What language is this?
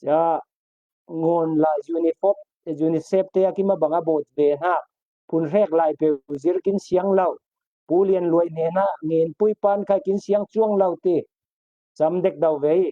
Falam Chin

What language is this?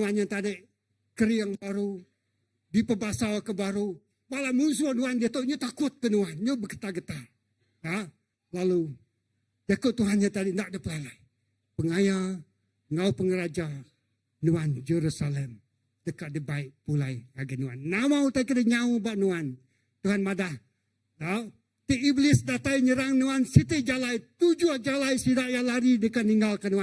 Iban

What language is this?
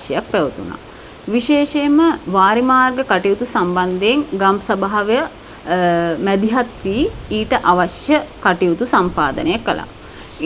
Sinhala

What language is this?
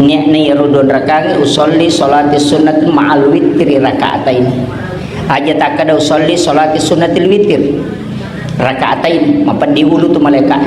Buginese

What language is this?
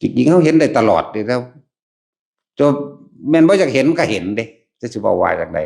Northeastern Thai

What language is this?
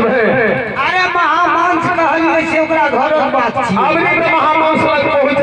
Maithili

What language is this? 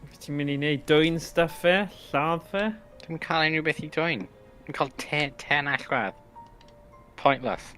Welsh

